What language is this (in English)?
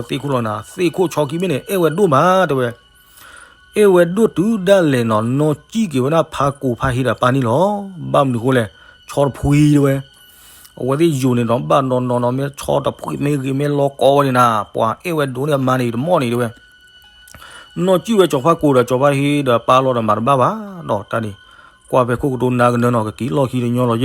S'gaw Karen